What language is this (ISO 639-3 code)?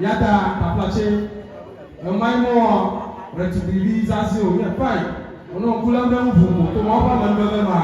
ewe